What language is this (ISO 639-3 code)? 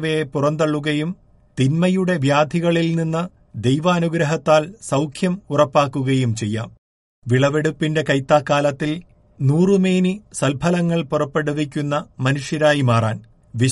mal